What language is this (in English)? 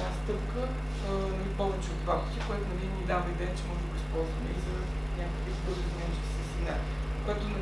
Bulgarian